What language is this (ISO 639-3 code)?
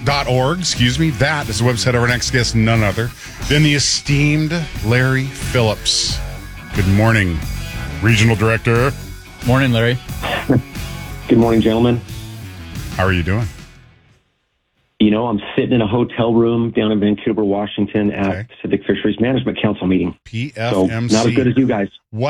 eng